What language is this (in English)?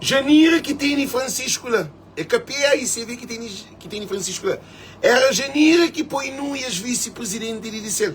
Kabuverdianu